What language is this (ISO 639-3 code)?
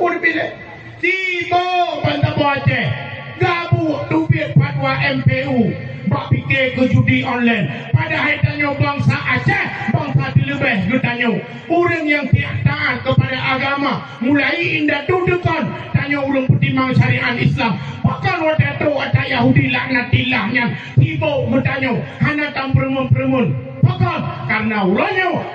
ace